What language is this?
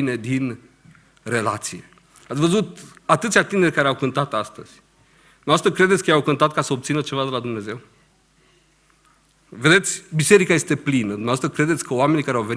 Romanian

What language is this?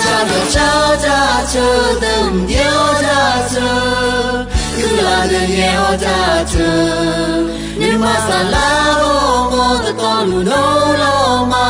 Akha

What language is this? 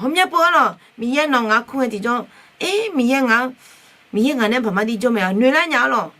Akha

